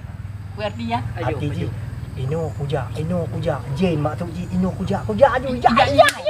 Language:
Achinese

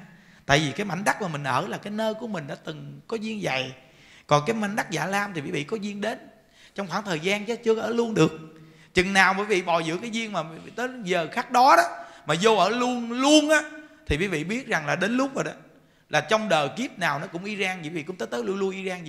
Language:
Vietnamese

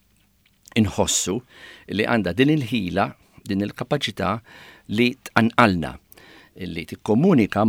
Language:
Maltese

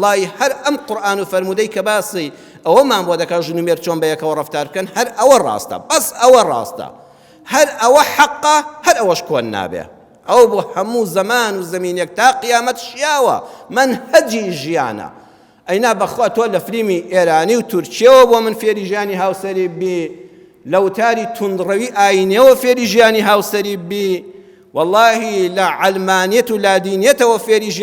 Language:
Central Kurdish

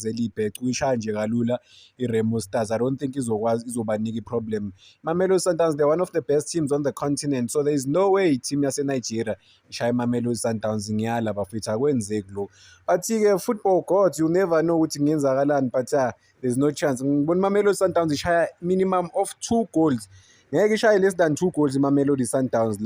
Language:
Zulu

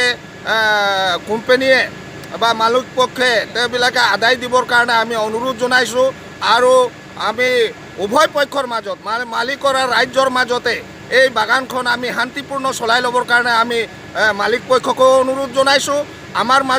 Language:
Assamese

